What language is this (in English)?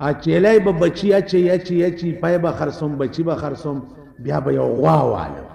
Pashto